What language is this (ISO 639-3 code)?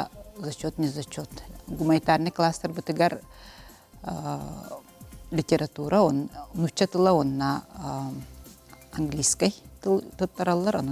sah